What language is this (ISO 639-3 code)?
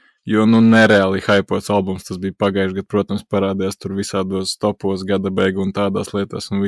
lav